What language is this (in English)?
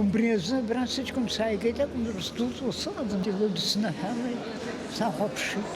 Abkhazian